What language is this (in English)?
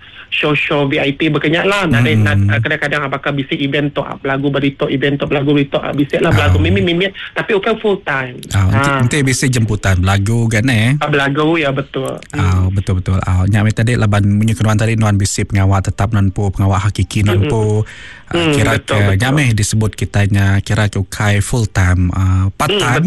Iban